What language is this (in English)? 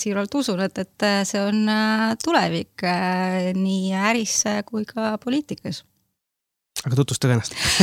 Estonian